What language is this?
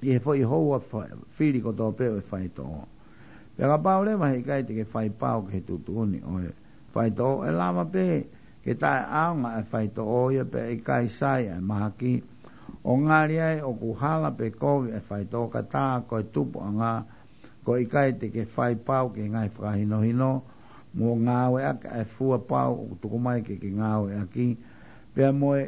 Tongan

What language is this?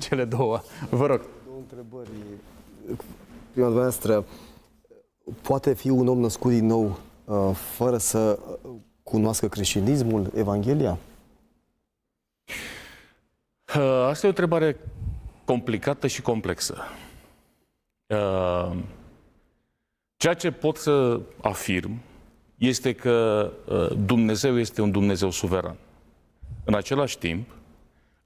Romanian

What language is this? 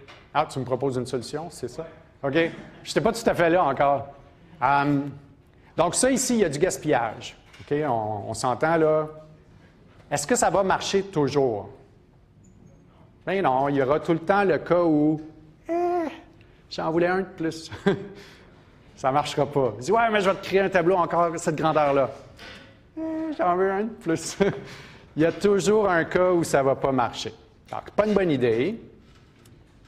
French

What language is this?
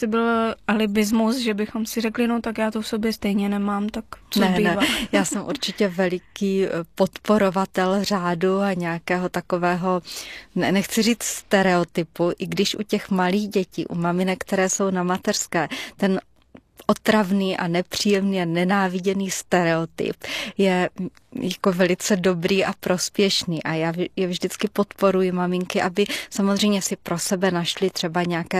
Czech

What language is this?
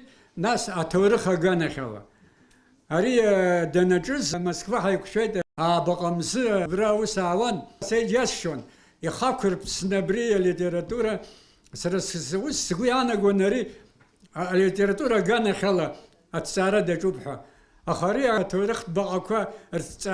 Abkhazian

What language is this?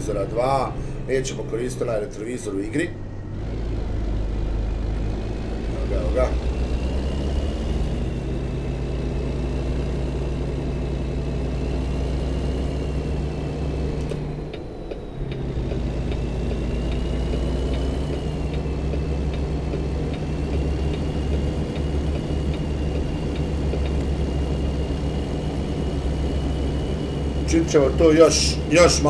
Bosnian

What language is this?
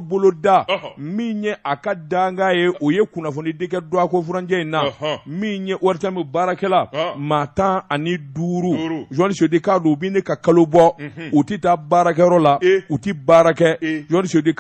Bambara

